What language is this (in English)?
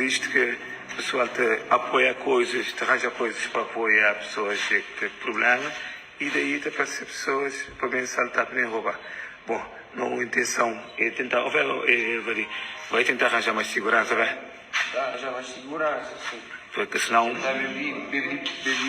Kabuverdianu